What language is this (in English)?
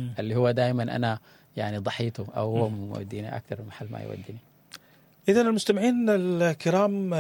Sudanese Arabic